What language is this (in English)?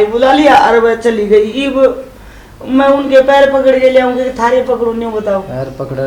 Haryanvi